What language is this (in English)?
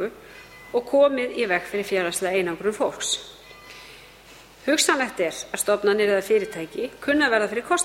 Icelandic